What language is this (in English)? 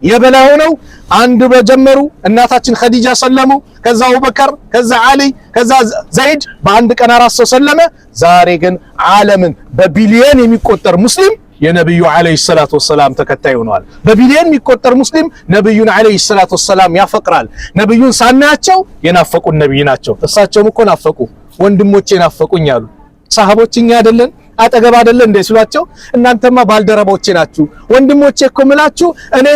Amharic